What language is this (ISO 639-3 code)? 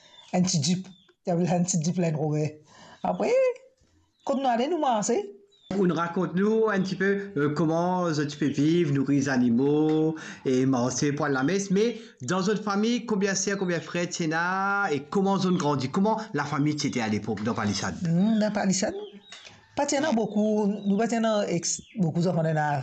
mfe